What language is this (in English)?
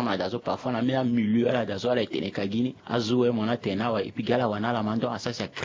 Sango